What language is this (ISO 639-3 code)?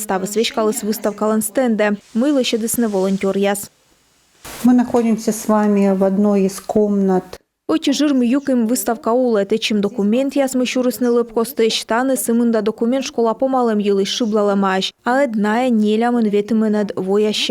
kom